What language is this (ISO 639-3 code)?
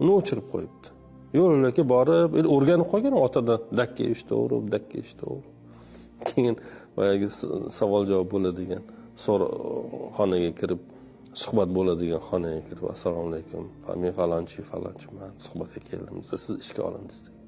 uzb